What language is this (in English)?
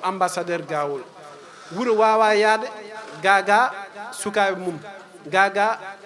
Fula